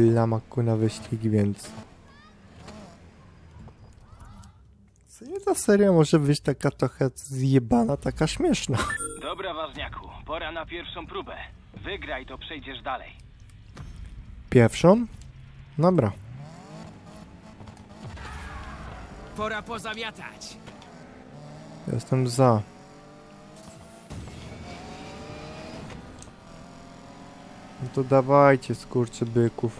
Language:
Polish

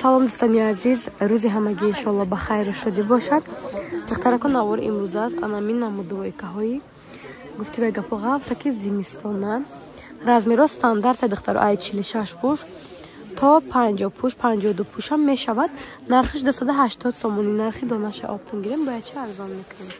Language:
Tajik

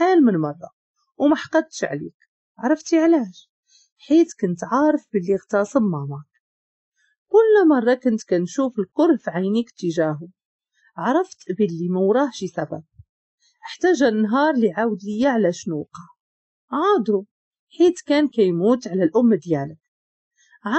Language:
Moroccan Arabic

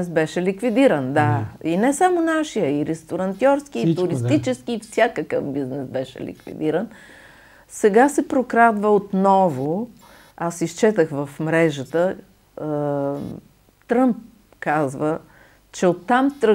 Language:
Bulgarian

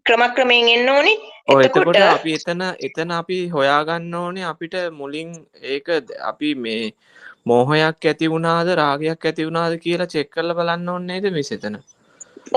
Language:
Sinhala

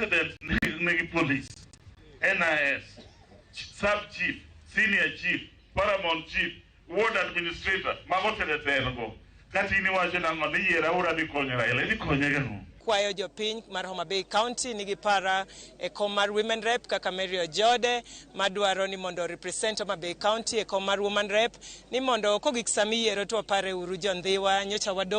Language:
Luo (Kenya and Tanzania)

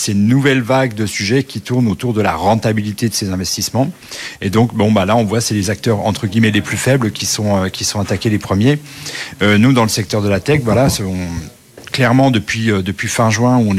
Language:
French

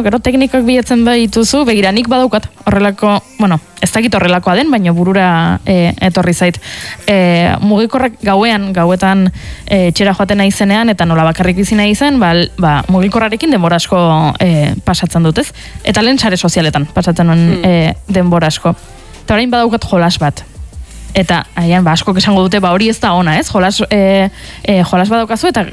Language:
Basque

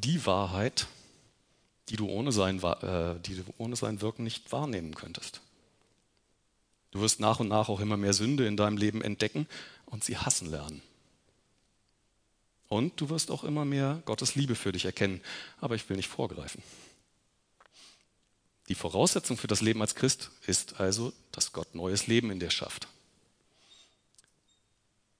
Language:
German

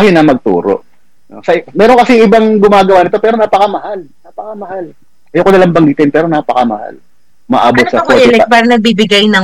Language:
Filipino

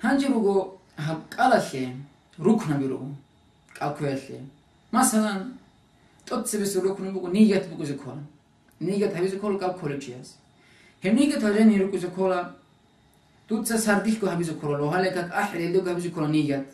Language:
Avaric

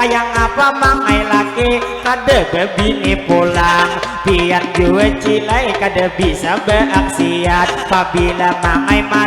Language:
Banjar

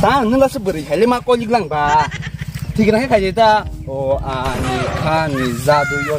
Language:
Kok Borok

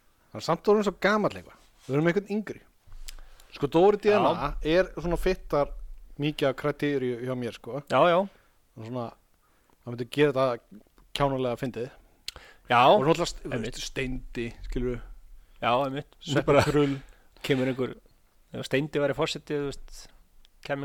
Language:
Icelandic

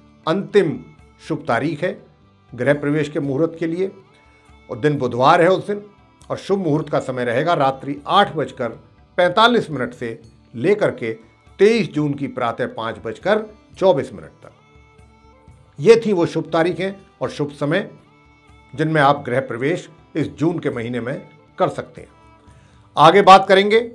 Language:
Hindi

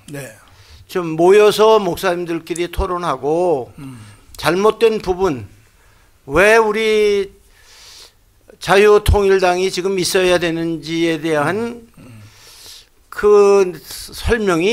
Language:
Korean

